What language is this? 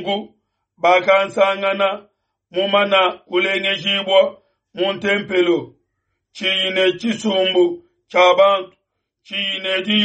Luba-Lulua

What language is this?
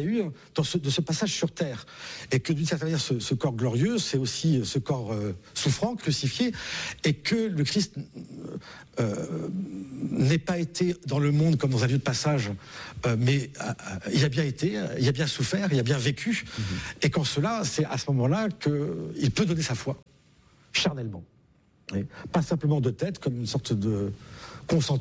French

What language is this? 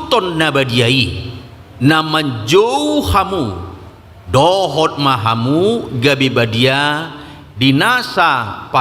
Batak Toba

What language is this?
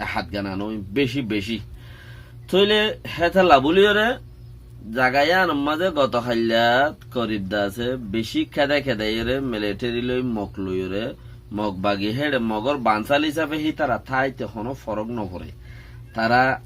Rohingya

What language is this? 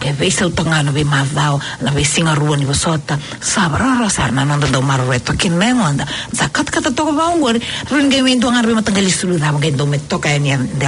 Fijian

